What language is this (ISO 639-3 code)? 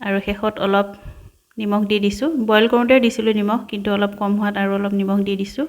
asm